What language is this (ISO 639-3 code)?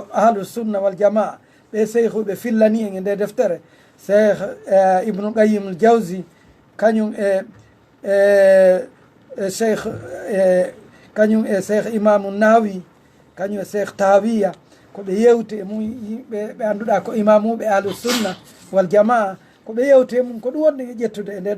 ful